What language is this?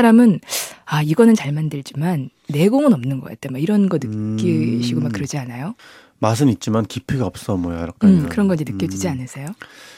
Korean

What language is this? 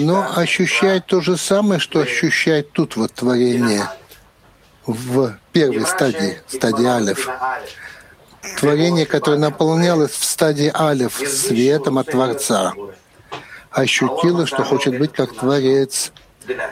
Russian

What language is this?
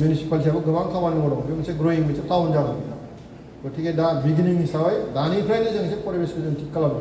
Bodo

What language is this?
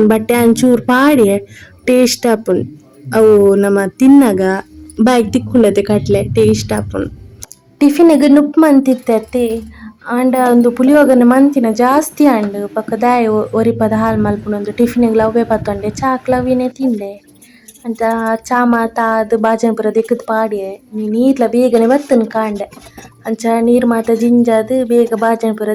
Tulu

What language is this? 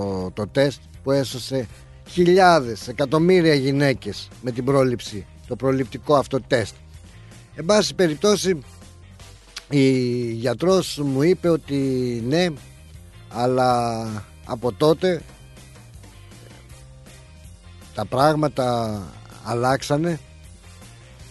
Greek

